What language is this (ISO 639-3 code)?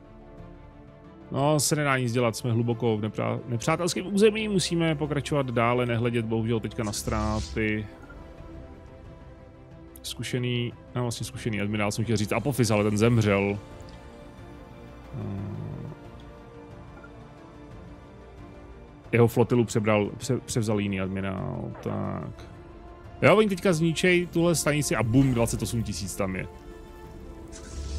ces